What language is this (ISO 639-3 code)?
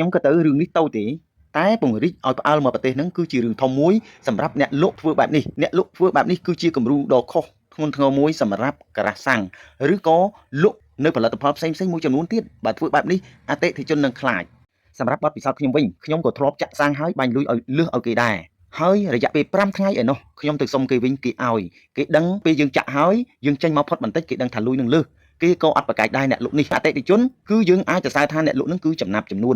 khm